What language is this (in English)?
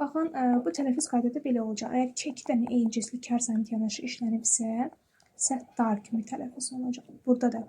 Azerbaijani